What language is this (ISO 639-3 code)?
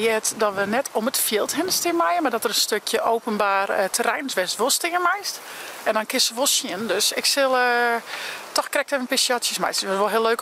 fry